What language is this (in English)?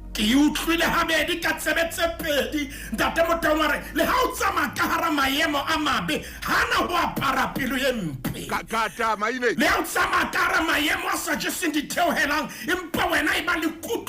Southern Sotho